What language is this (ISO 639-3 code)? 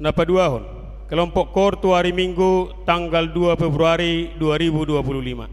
bbc